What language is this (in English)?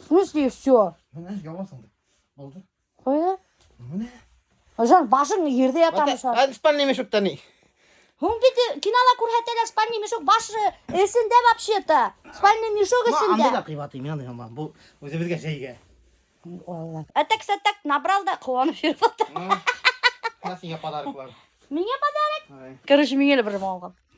Bashkir